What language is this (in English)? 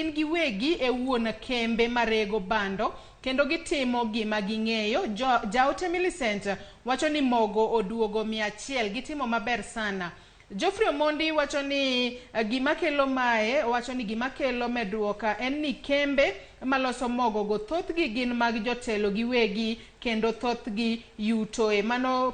Luo (Kenya and Tanzania)